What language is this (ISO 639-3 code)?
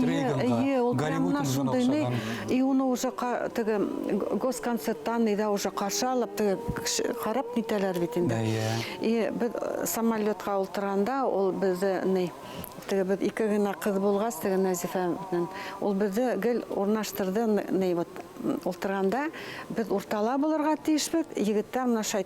bak